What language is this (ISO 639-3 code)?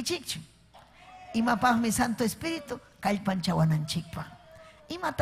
quy